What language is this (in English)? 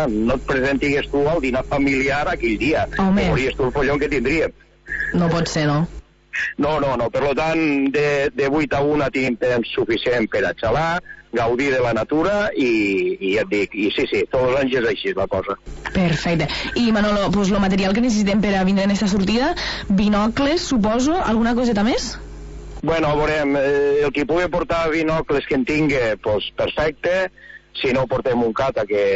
Catalan